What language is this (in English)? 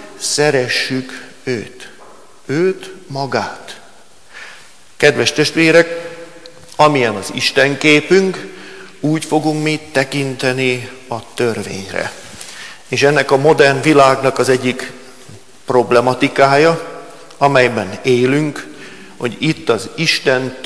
Hungarian